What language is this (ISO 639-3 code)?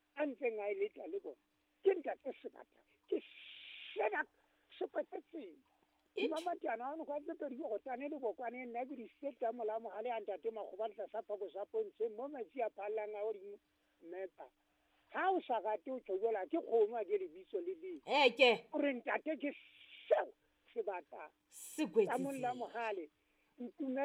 sot